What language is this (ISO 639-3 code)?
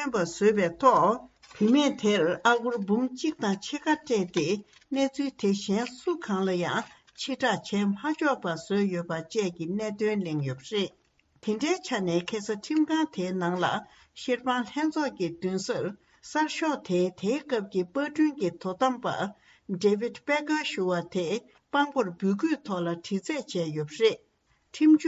bod